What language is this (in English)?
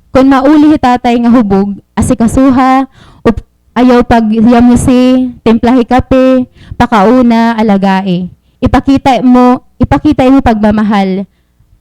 Waray